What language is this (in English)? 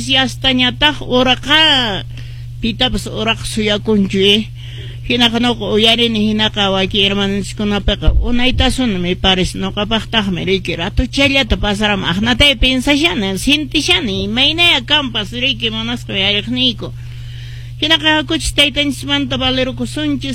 Quechua